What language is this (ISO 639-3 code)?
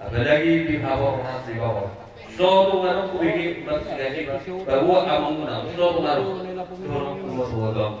bbc